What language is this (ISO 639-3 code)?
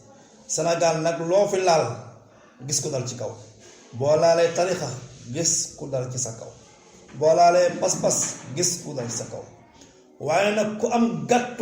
wol